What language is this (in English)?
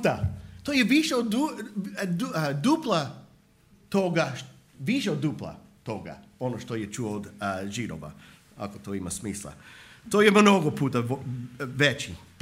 Croatian